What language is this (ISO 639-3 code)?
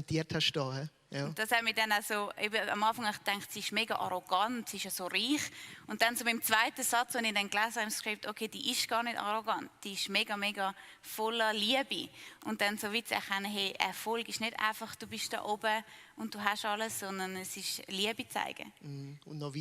gsw